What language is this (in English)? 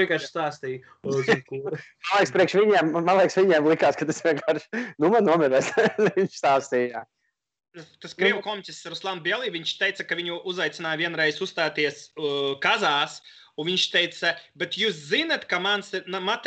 Latvian